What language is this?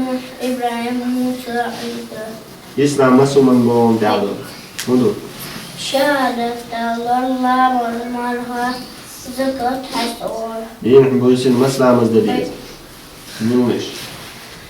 Chechen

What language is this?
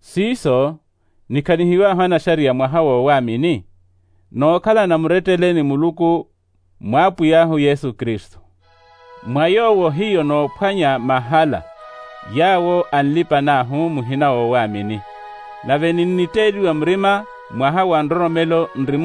Makhuwa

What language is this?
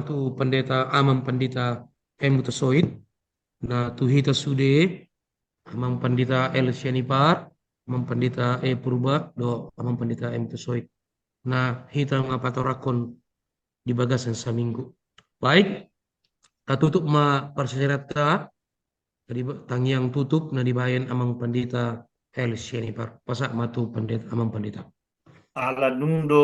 Batak Toba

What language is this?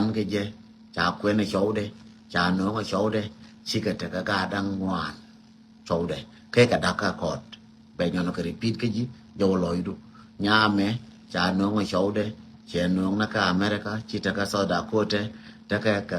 Nuer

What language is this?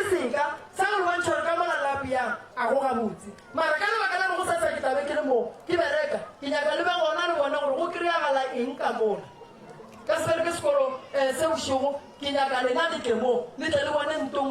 Northern Sotho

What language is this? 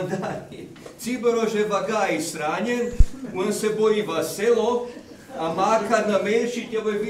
Croatian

